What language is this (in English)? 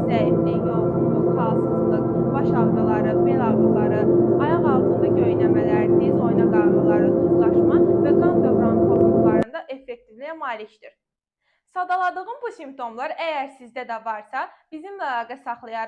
Azerbaijani